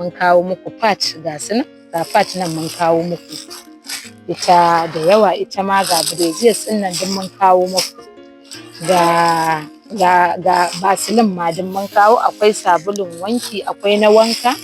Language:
Hausa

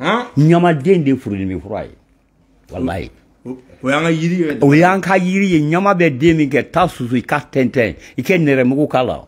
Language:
Bambara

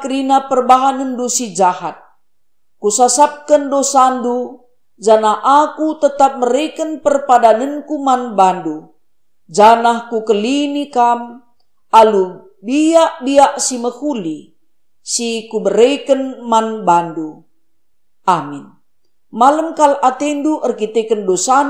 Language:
Batak Karo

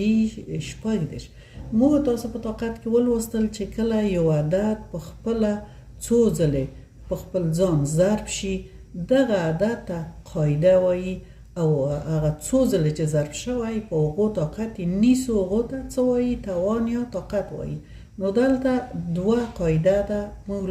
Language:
Pashto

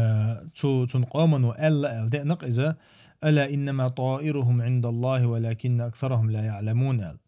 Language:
Chechen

